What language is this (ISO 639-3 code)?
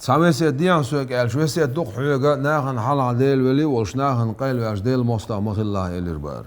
che